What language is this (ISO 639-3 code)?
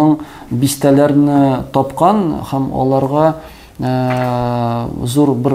tat